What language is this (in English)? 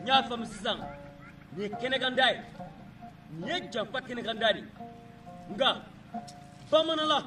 Bambara